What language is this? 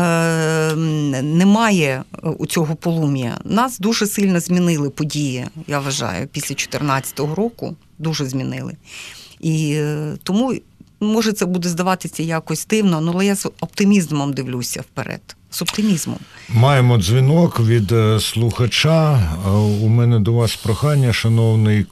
Ukrainian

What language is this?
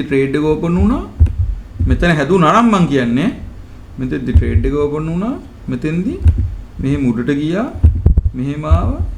Sinhala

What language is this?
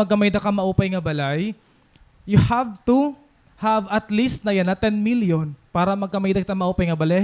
Waray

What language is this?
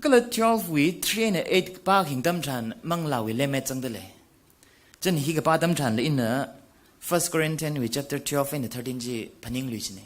Tangkhul Naga (India)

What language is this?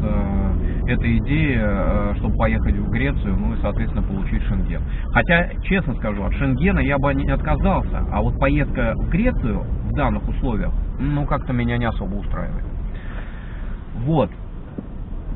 Russian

